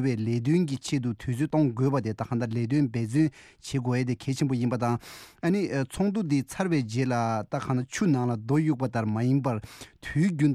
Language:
Tibetan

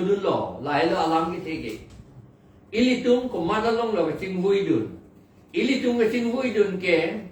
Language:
Karbi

